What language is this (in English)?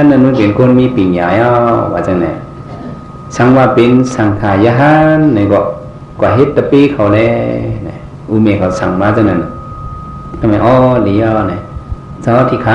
Shan